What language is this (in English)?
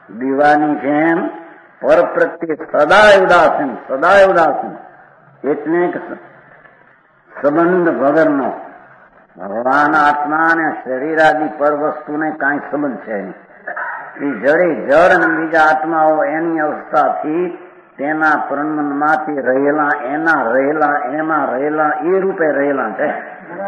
Gujarati